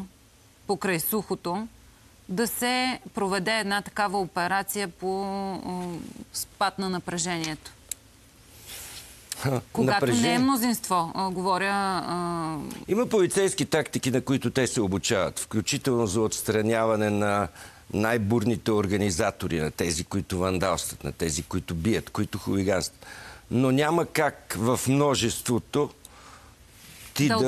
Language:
Bulgarian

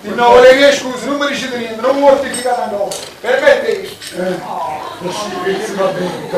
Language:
Neapolitan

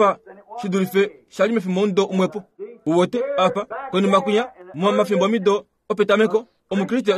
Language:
Kuanyama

